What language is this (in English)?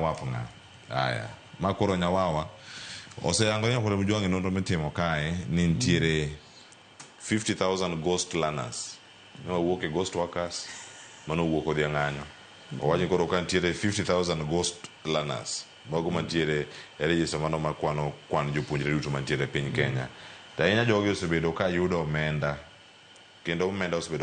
Luo (Kenya and Tanzania)